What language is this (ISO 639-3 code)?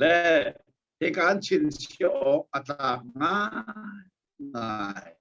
cnh